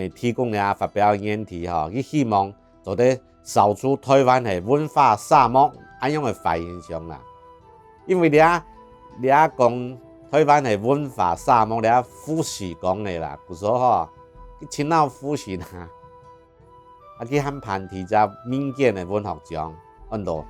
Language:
Hakka Chinese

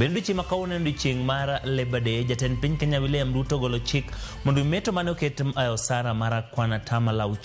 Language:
Luo (Kenya and Tanzania)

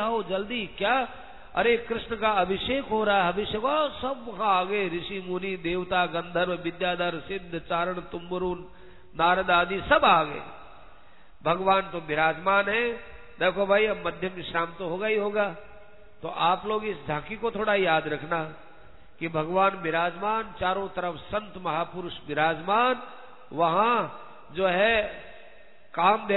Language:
Hindi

